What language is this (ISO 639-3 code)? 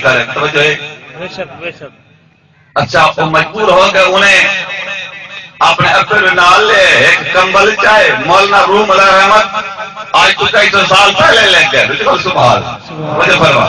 skr